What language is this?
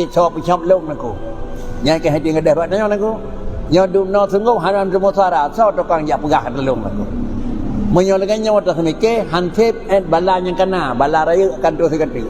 Achinese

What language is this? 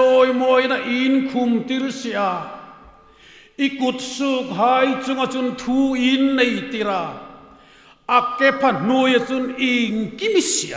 Hmar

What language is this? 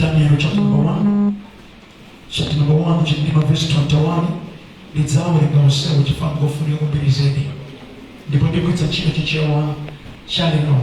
Nyanja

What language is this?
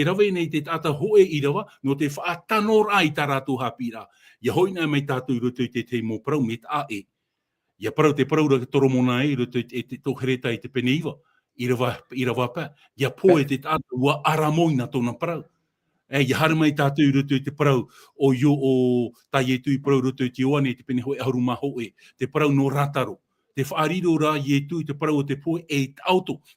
Tahitian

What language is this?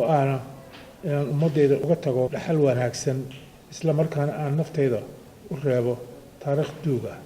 Somali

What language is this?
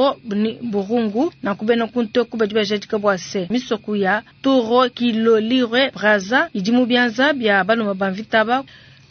Luba-Lulua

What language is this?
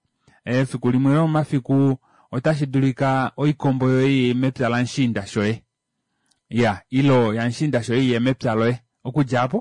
Kuanyama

